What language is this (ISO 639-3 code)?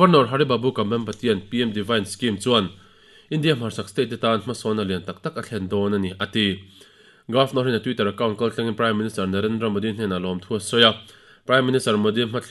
lus